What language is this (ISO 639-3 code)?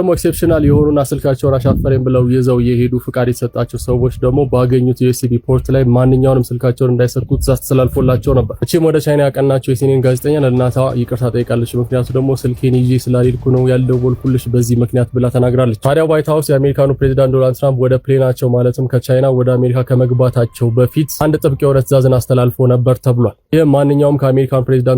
amh